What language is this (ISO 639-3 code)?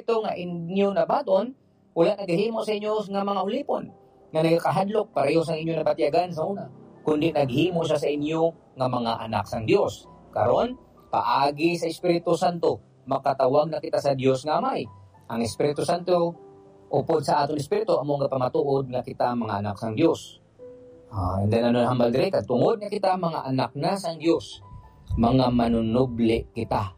hil